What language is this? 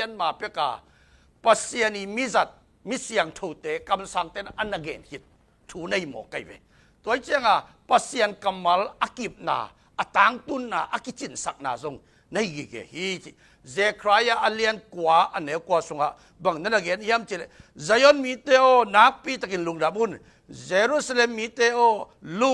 Tedim Chin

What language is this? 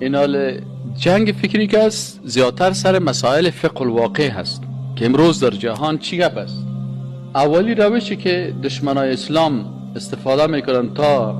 Persian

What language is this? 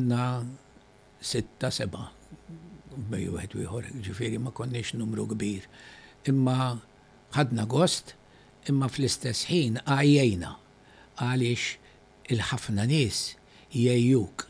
Maltese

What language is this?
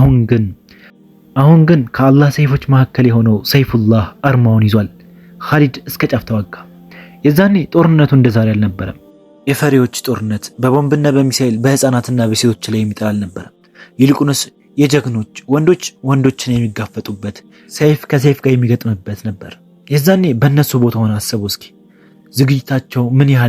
Amharic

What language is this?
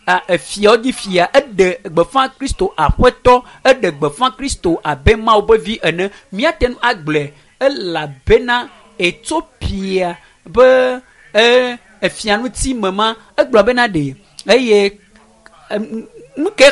Ewe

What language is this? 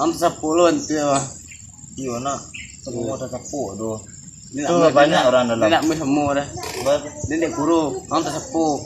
Minangkabau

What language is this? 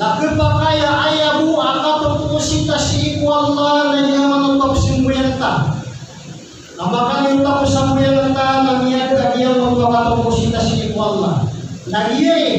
Maranao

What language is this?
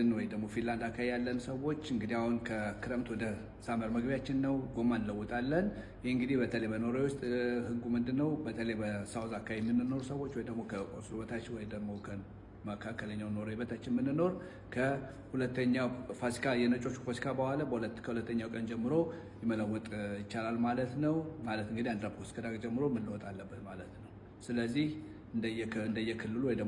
Amharic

